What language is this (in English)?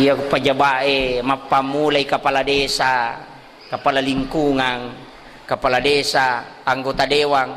Buginese